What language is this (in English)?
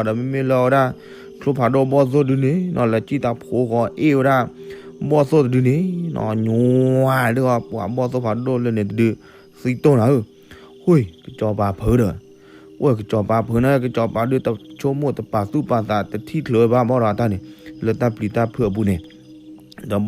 S'gaw Karen